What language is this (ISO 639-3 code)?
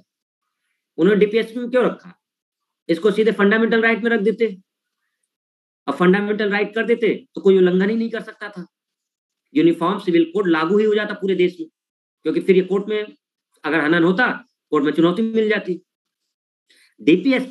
hin